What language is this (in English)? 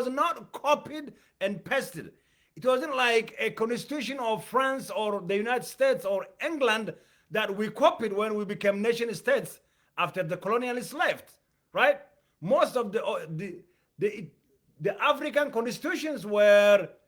English